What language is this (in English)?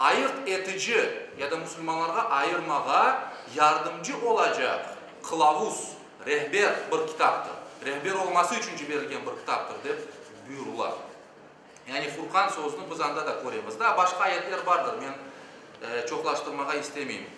Crimean Tatar